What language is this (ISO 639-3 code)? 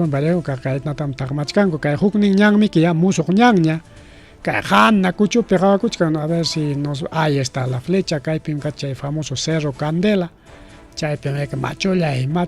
quy